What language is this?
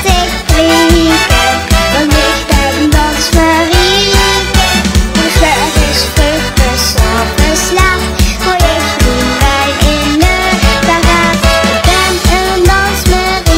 Limburgish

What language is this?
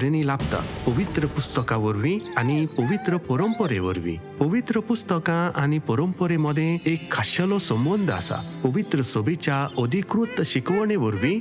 Konkani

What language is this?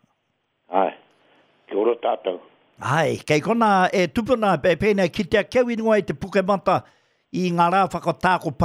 Māori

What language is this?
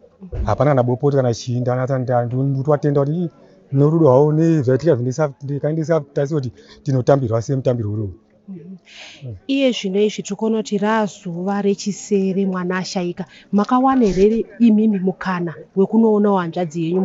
Shona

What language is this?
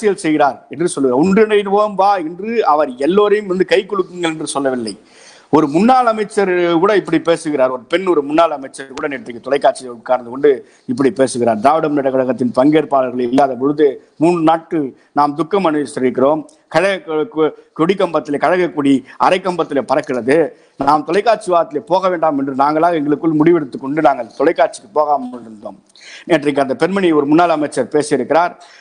Tamil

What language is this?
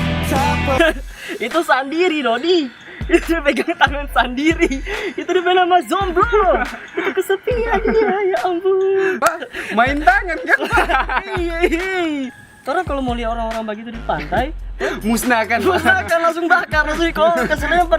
Manado Malay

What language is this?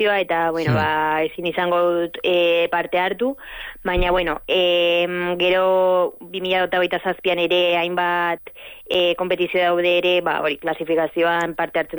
Basque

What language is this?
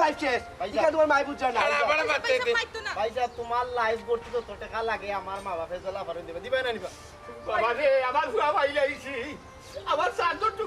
Sylheti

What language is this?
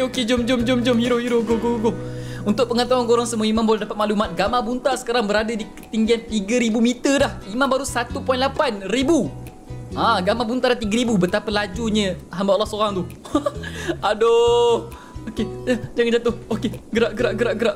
Malay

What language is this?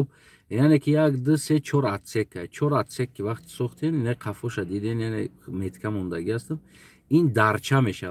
Tajik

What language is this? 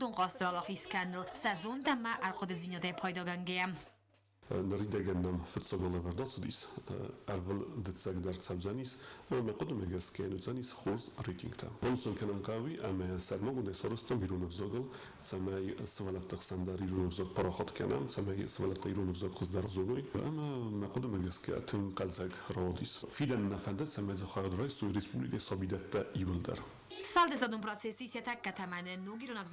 Ossetic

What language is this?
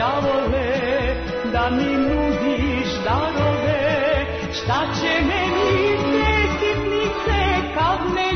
Serbian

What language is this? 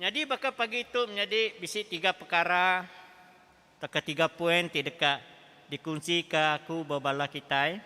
Iban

